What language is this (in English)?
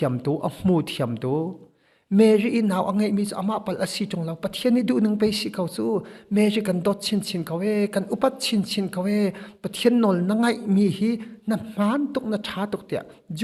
Hakha Chin